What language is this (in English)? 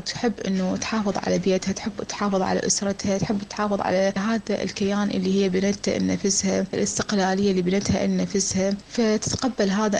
Mesopotamian Arabic